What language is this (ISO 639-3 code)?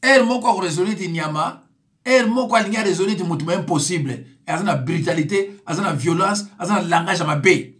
lin